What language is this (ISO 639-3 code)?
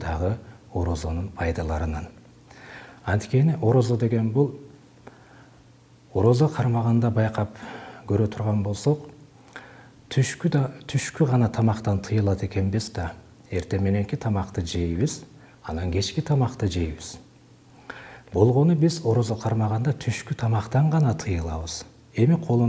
kir